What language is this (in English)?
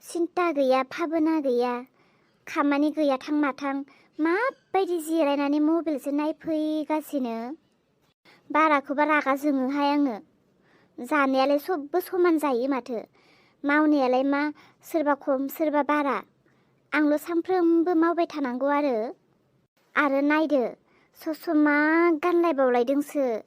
Bodo